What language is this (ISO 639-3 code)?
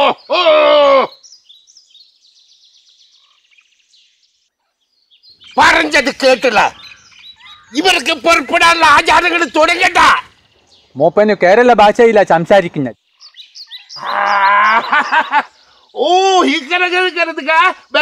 mal